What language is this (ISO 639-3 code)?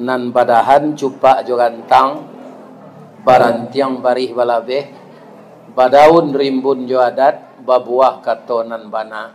min